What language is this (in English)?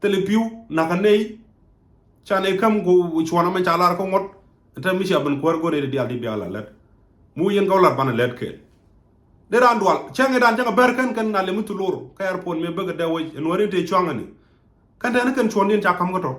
Nuer